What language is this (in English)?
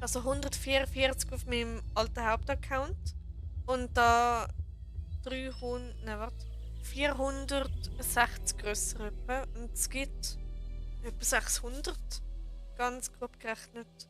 Swiss German